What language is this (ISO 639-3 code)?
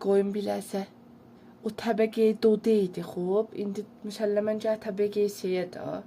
azb